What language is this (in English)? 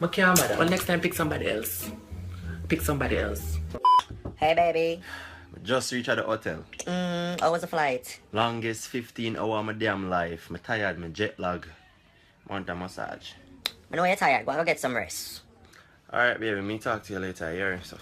Jamaican Creole English